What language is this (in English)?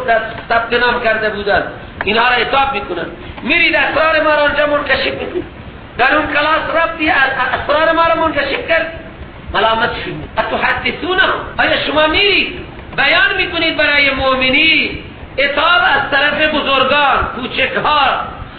Persian